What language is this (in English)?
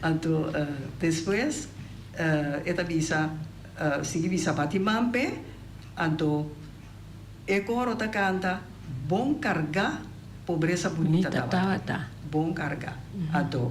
Papiamento